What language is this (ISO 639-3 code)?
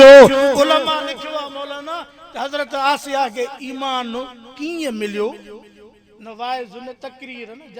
snd